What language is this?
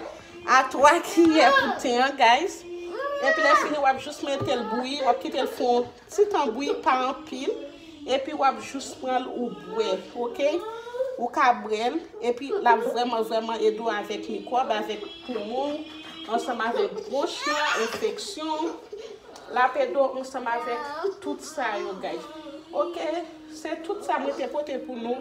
Haitian Creole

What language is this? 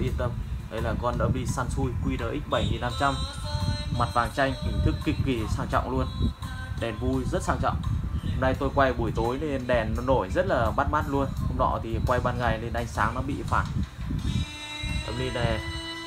Vietnamese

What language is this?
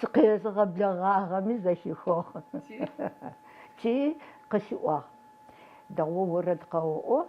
Adyghe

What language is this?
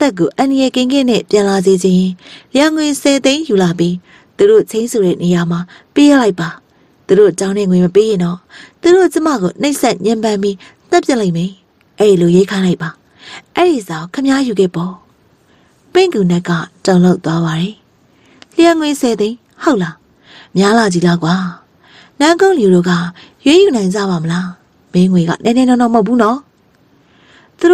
Burmese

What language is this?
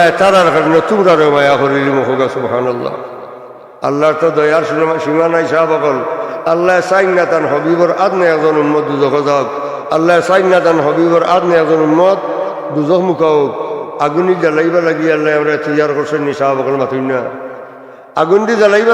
Sylheti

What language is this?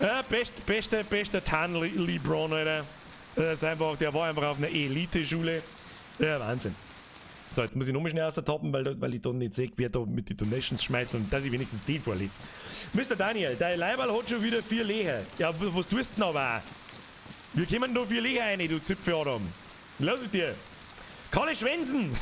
Bavarian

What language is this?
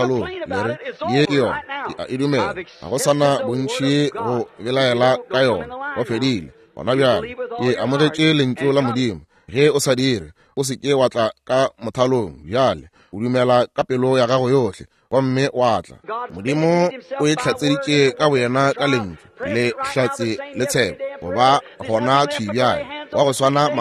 Northern Sotho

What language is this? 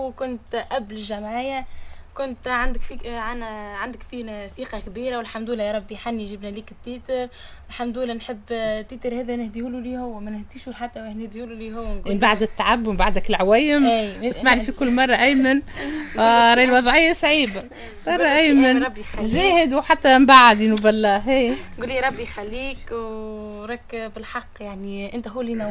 Tunisian Arabic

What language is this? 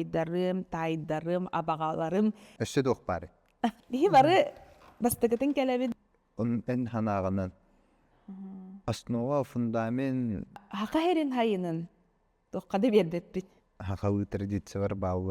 Yakut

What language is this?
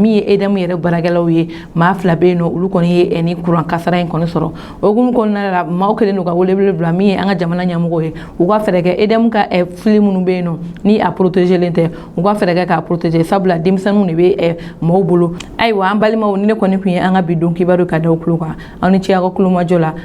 Bambara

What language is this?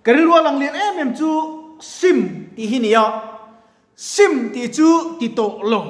Mizo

